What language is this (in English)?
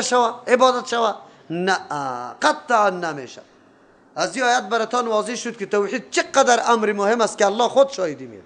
Persian